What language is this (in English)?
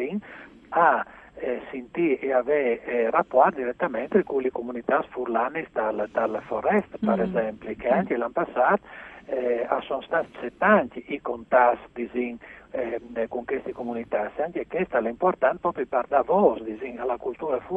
Friulian